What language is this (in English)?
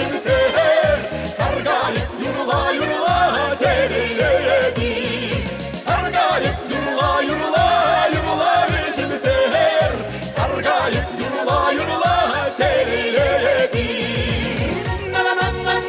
Chuvash